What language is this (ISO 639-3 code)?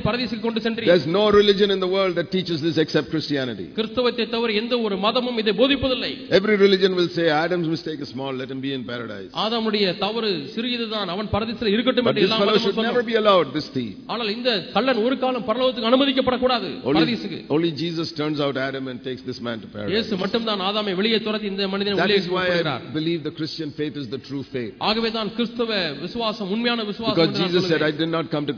tam